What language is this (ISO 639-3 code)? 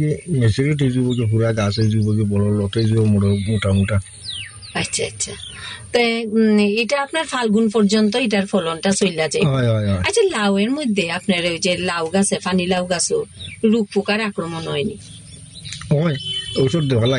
ben